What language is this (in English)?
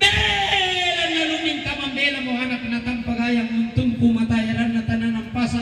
Toraja-Sa'dan